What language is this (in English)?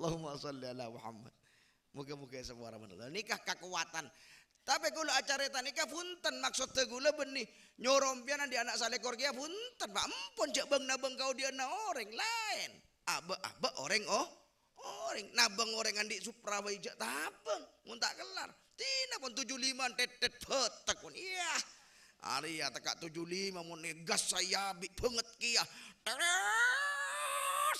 Madurese